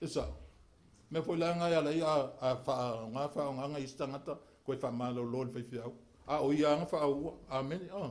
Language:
Samoan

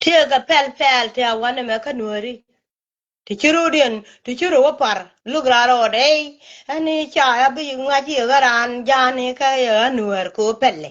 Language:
Nuer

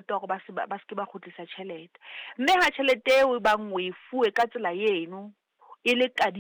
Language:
Southern Sotho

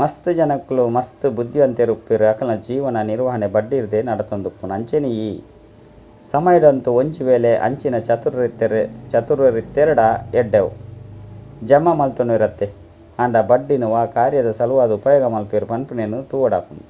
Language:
Tulu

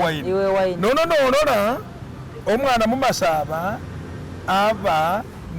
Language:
Masaaba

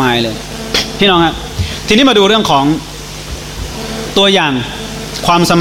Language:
Thai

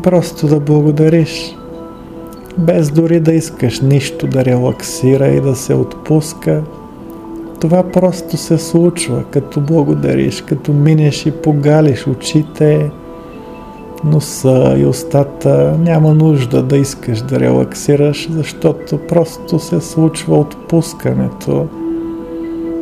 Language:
Bulgarian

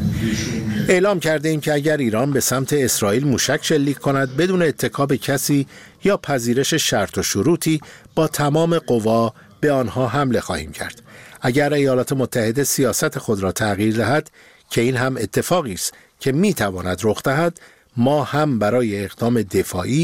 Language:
Persian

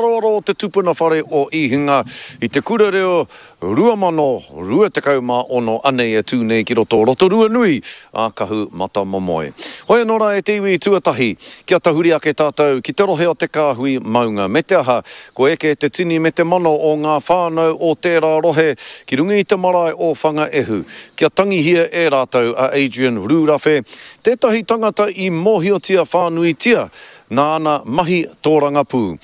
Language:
Māori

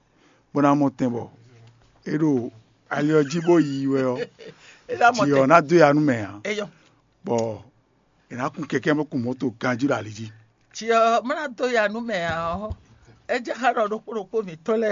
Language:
Fon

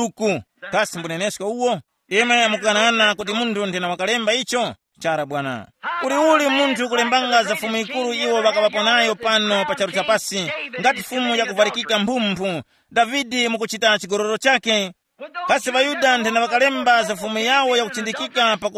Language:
Tumbuka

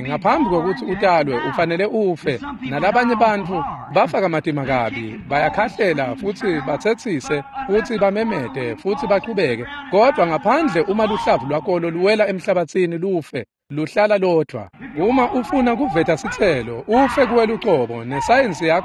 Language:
Swati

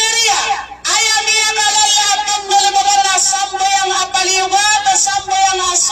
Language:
Maranao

